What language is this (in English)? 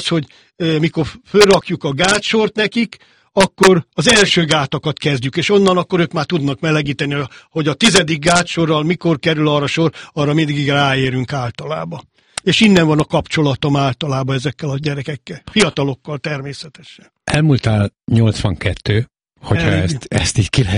Hungarian